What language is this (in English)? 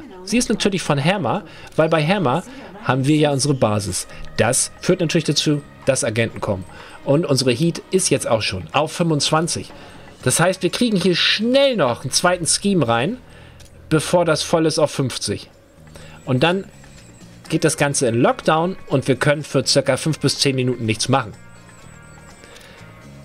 German